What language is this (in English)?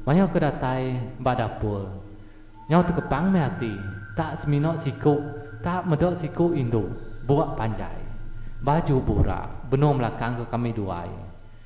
Iban